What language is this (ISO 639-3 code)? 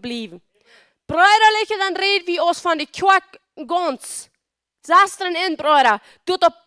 pdt